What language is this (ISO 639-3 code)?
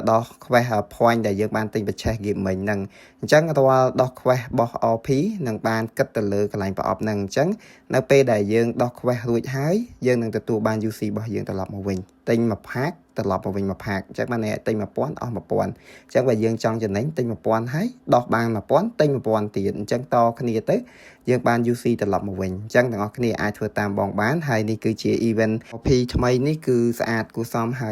khm